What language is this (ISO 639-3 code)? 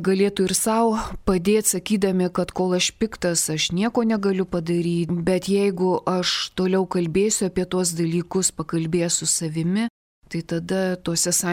lit